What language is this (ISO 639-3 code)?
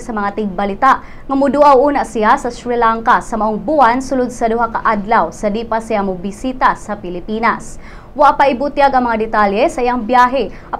ceb